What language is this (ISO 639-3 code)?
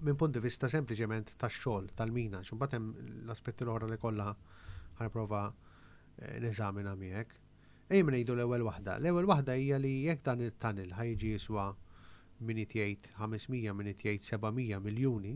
mlt